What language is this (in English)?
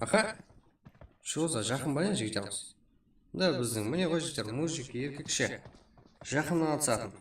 Kara-Kalpak